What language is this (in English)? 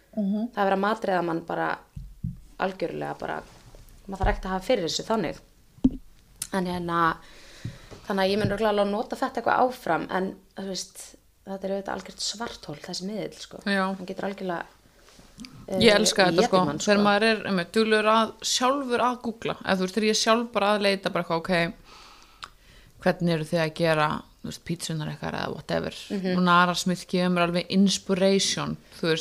Icelandic